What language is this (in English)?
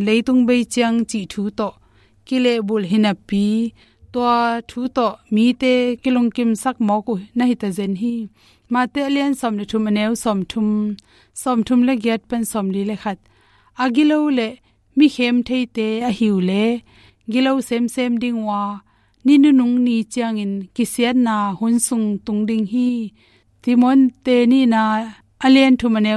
Tedim Chin